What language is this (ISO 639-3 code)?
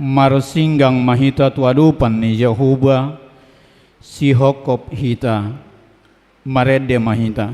bbc